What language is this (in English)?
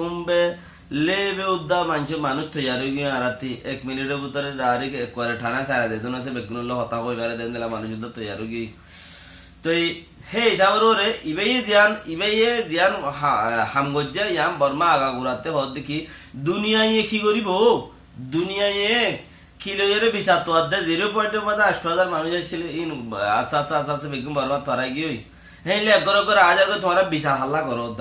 Rohingya